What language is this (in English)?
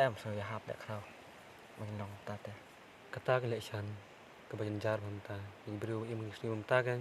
Khasi